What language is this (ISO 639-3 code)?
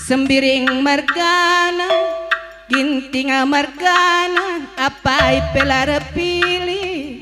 btx